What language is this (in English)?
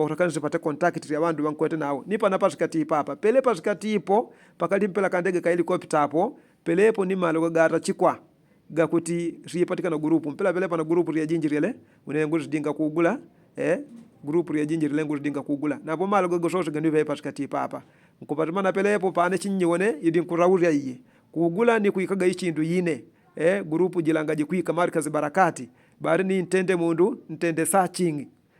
Yao